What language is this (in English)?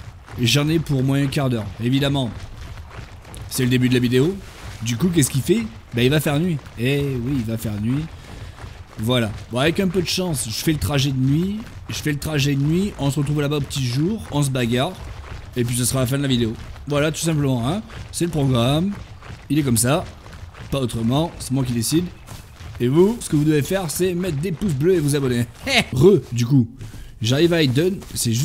French